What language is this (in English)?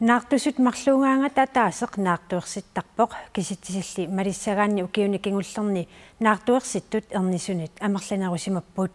Kalaallisut